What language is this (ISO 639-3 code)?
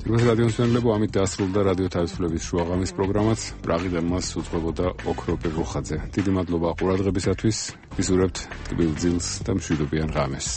kat